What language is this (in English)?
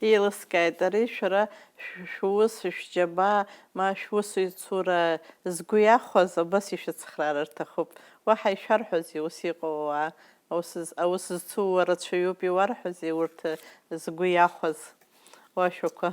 Abkhazian